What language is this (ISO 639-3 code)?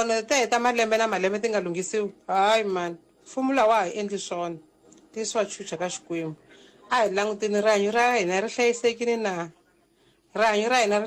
tso